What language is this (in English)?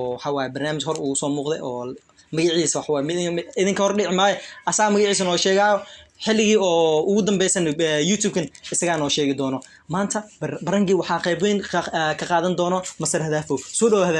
Somali